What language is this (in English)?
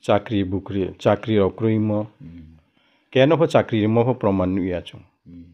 Riang (India)